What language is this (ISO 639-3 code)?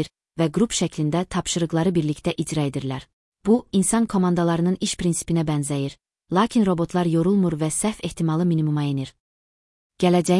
aze